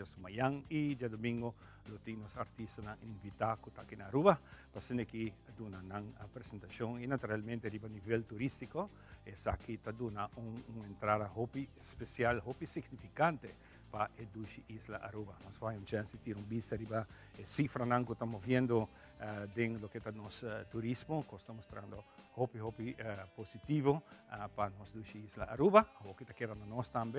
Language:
Papiamento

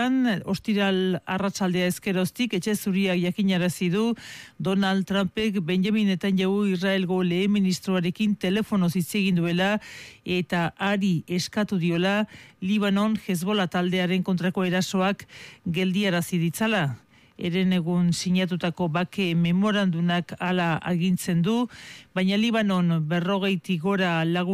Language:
Basque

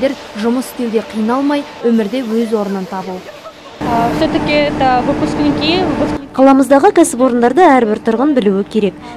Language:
Kazakh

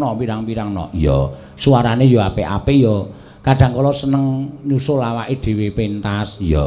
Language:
Javanese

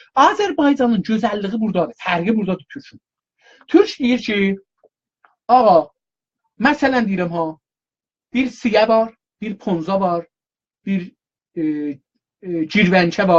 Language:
South Azerbaijani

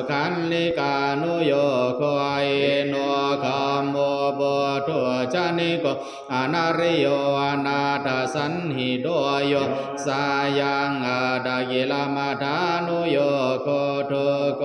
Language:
Pali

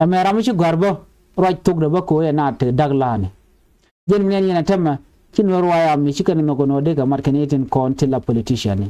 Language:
Nuer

